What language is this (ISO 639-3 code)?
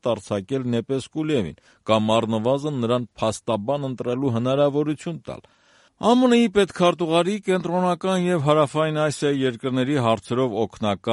hye